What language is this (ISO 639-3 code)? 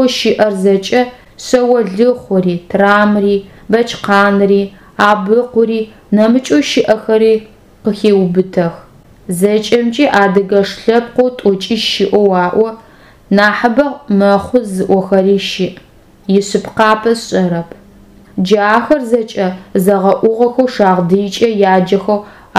ady